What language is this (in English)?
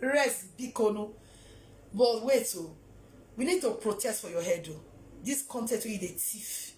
Nigerian Pidgin